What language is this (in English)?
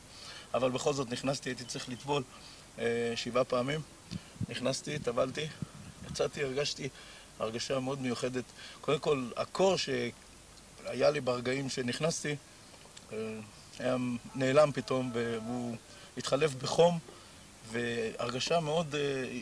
Hebrew